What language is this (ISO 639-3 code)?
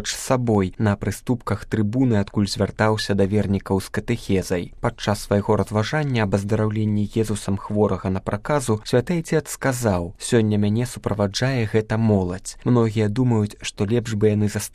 bel